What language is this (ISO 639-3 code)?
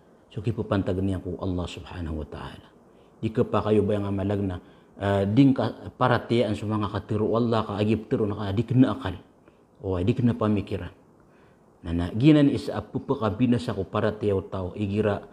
mrw